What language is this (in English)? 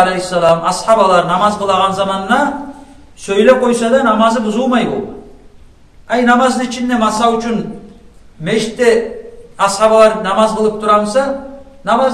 Kumyk